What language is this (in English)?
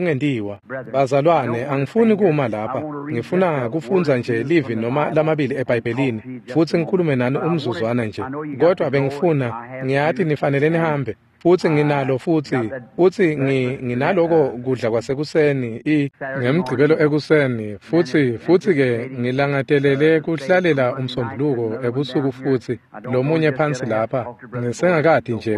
Swati